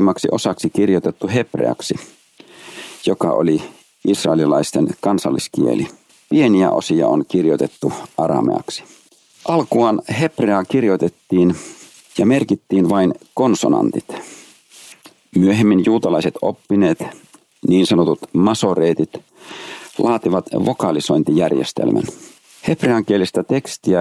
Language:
Finnish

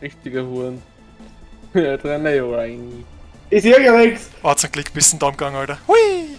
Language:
Bavarian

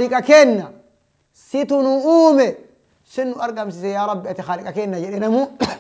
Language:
Oromo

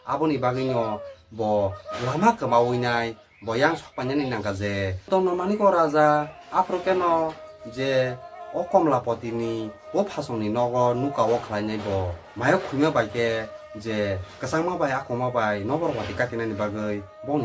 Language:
Kok Borok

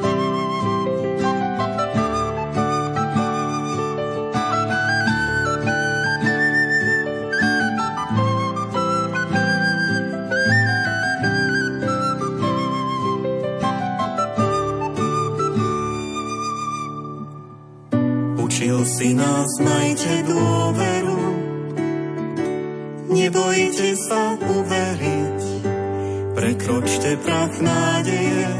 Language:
Slovak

